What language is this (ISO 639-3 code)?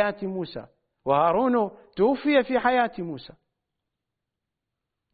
ara